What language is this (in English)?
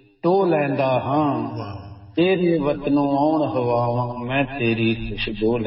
Punjabi